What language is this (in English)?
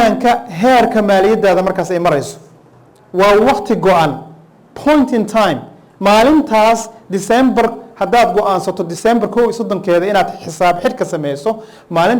Somali